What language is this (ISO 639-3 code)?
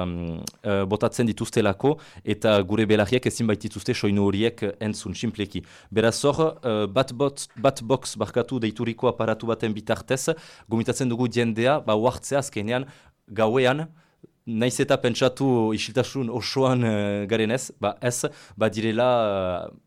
eus